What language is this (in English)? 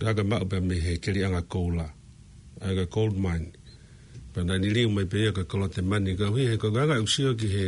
Tongan